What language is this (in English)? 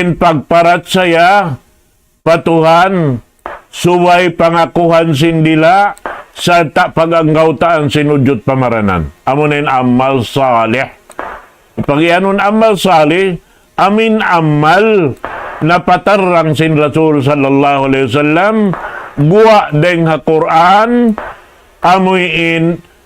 Tausug